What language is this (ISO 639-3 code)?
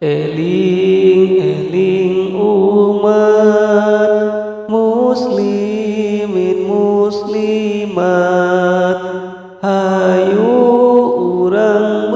sun